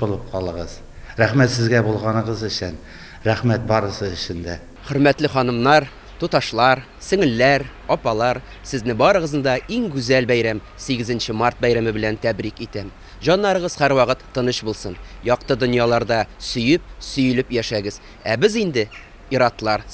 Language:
Tatar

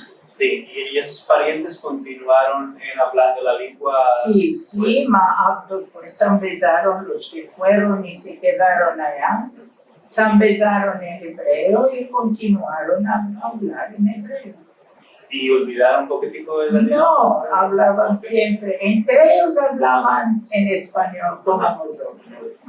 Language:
Ladino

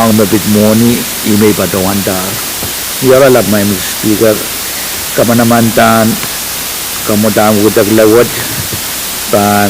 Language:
Pohnpeian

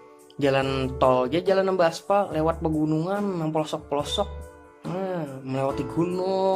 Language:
Banjar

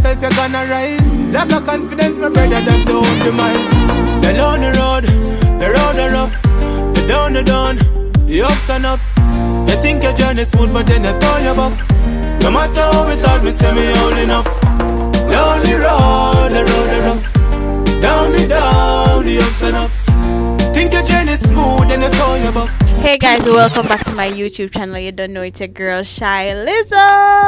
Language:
Jamaican Creole English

